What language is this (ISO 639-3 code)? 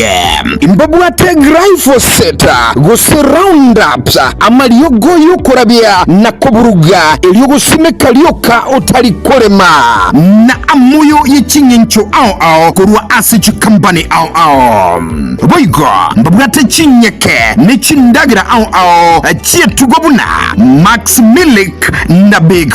guz